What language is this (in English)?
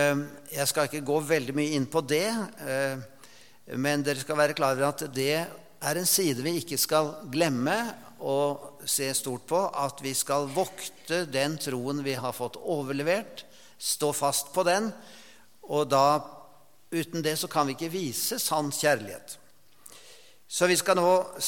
Norwegian